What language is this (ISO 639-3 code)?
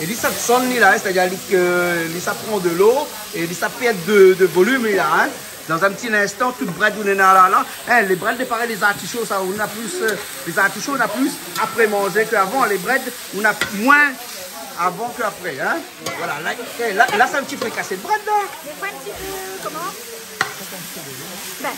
rcf